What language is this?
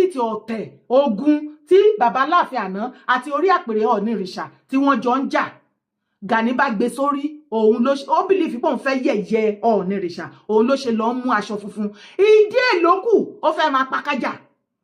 Yoruba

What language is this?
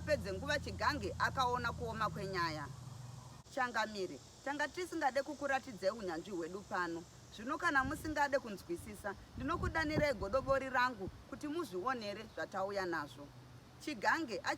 Shona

